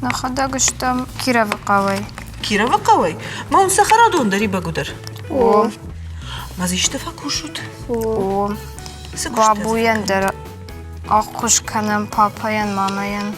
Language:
Ossetic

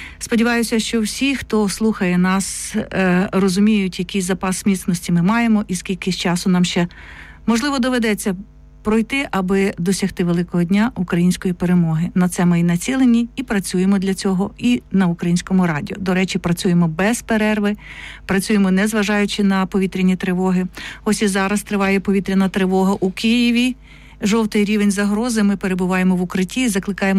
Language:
Ukrainian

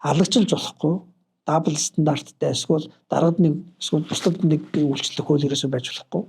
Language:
Mongolian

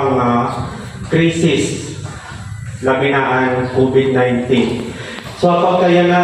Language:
Waray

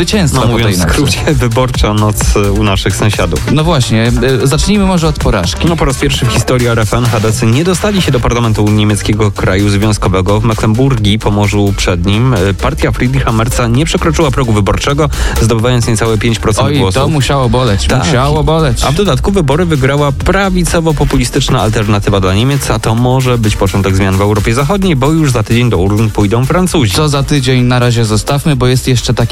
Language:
Polish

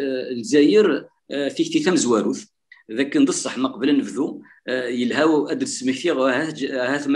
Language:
Kabyle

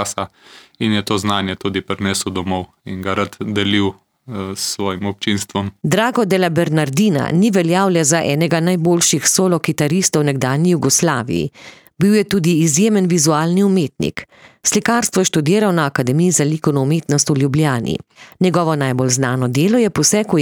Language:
Slovenian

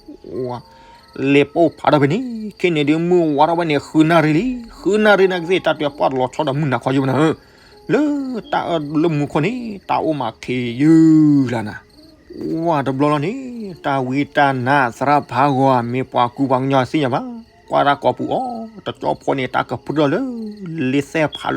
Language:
S'gaw Karen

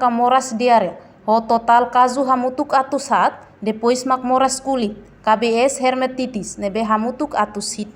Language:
Tetum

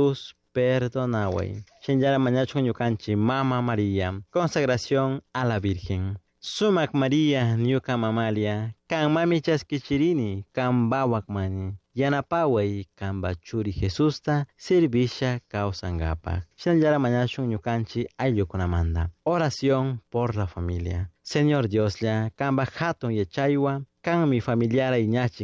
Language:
Chimborazo Highland Quichua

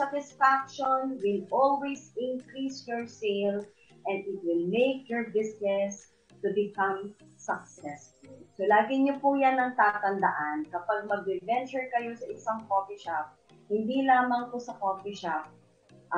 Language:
Filipino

